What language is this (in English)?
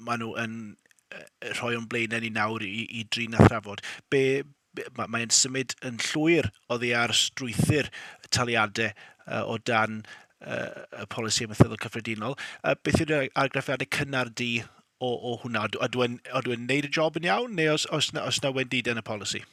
Welsh